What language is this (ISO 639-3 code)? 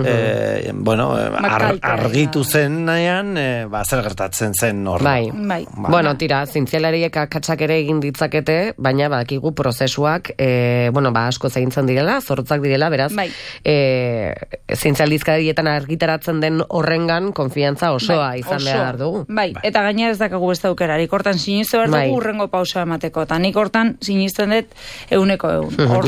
eus